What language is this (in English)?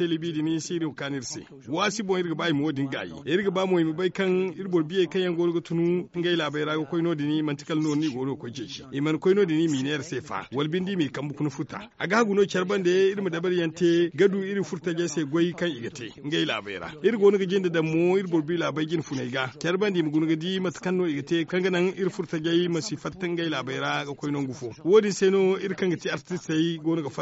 Zarma